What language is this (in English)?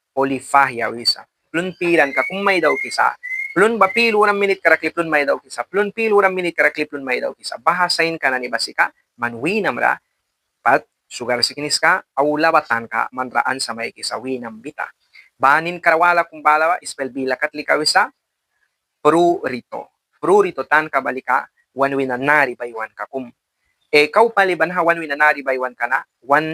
Mískito